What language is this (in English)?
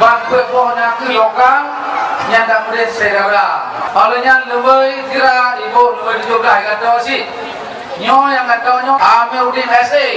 Achinese